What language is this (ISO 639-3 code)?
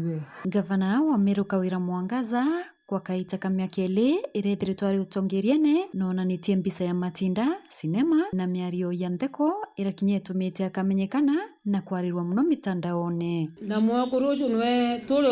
mer